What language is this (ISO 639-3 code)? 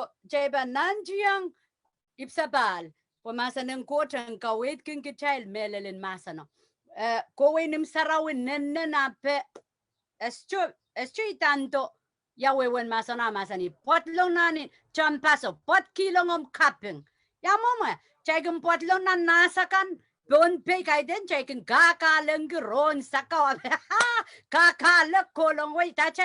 pon